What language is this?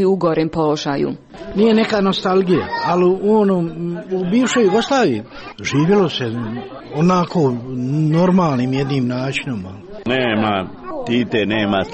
Croatian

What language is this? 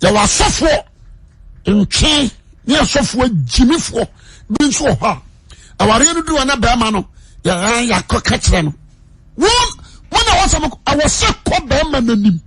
Akan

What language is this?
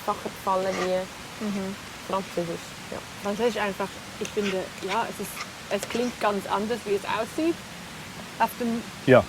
Swiss German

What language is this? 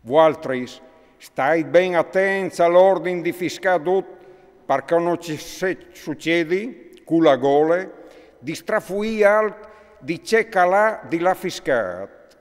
Friulian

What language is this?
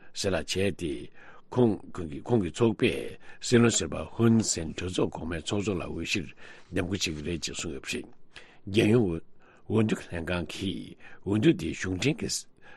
Tibetan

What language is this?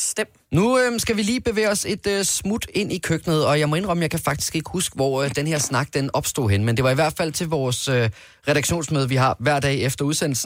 Danish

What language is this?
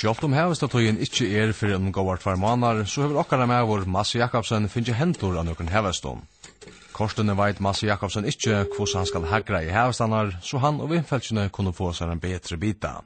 Faroese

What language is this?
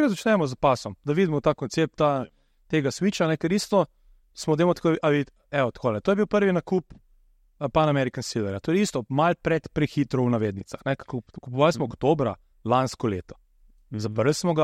Slovenian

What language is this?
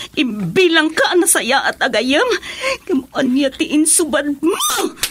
Iloko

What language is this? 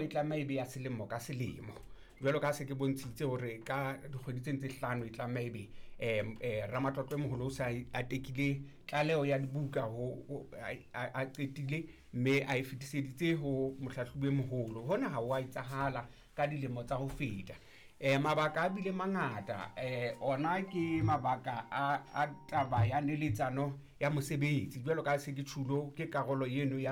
Southern Sotho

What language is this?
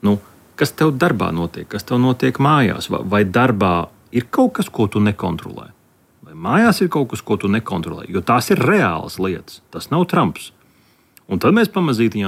Latvian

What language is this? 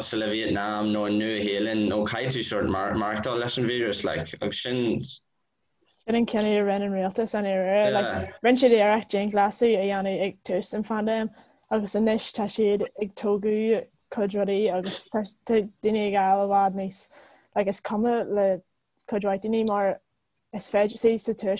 Irish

